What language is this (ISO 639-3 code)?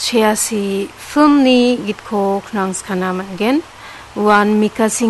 grt